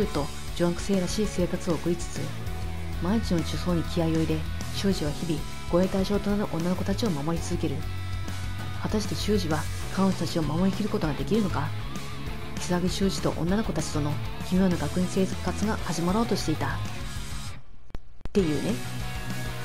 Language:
Japanese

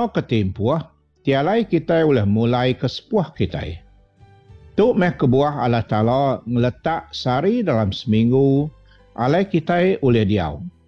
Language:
Iban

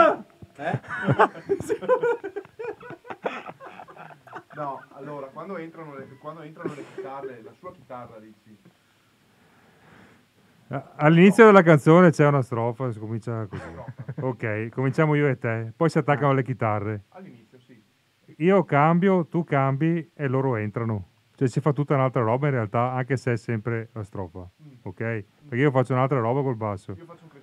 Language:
Italian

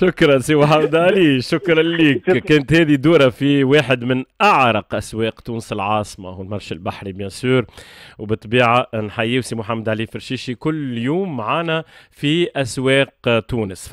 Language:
Tunisian Arabic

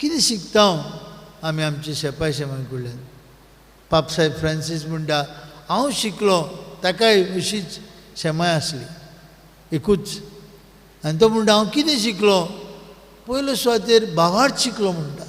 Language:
Konkani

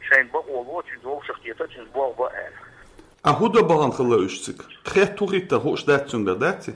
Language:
Chechen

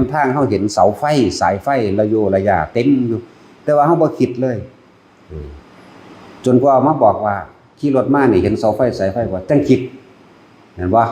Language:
Northeastern Thai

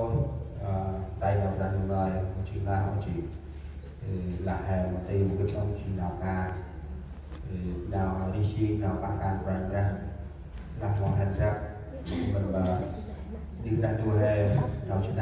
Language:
Central Mnong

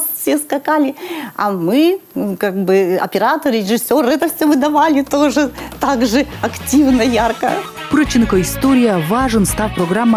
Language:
Komi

